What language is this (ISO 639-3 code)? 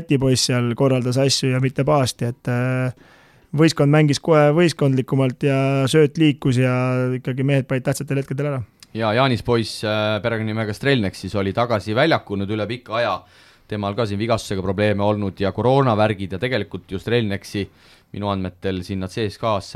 est